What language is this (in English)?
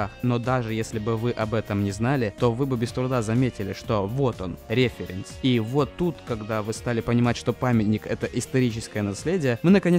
Russian